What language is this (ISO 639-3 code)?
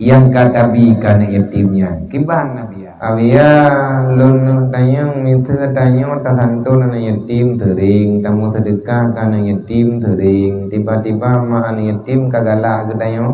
ace